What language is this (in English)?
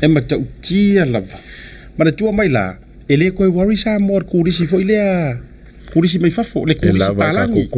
Samoan